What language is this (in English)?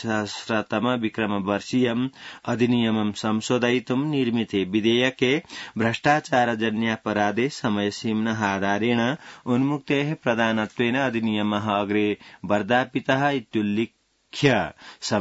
Sanskrit